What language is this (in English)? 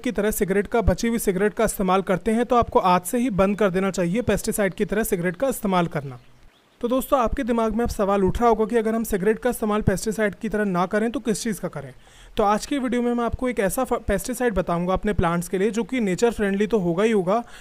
Hindi